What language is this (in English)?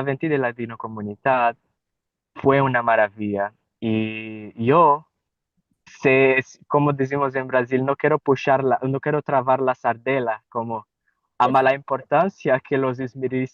Ladino